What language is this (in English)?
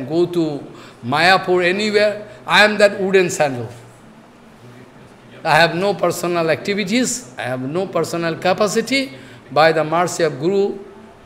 English